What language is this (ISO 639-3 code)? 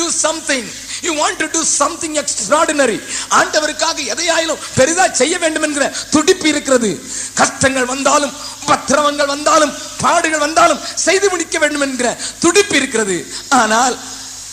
tam